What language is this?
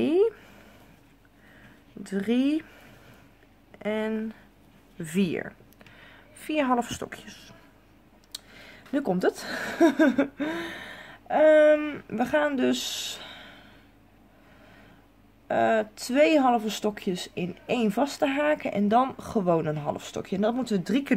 Dutch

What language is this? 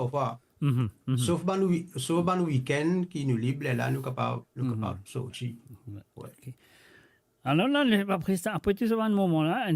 Morisyen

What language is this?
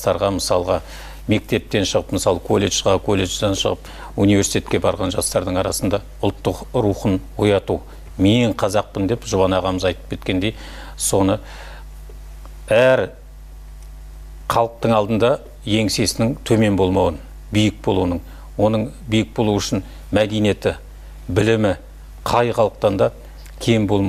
Kazakh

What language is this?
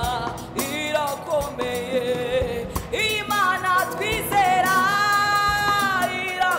Kinyarwanda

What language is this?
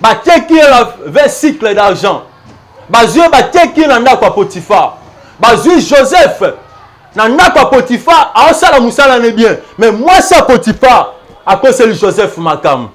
Lingala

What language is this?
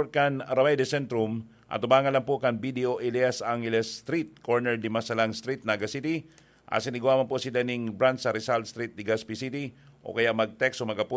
Bikol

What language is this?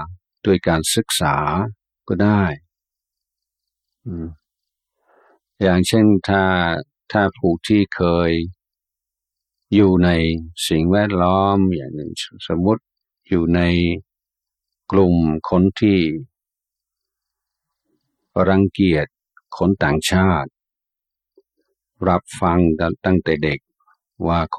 Thai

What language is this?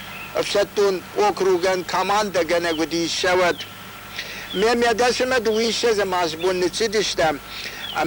Ossetic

